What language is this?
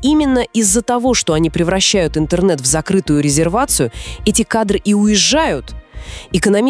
Russian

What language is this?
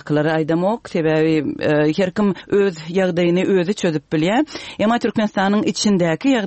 Turkmen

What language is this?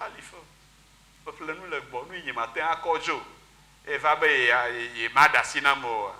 Ewe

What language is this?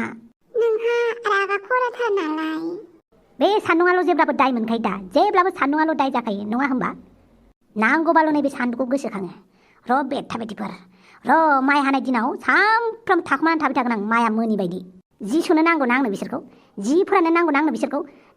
Bodo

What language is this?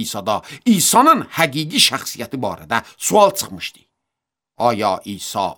Azerbaijani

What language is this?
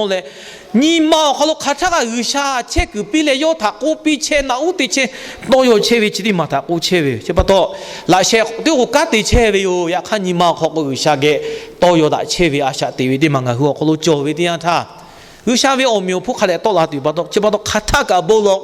Lahu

